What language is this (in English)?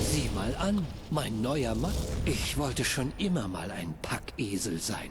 Bavarian